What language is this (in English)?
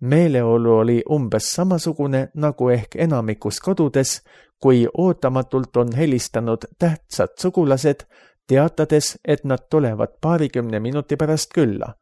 Estonian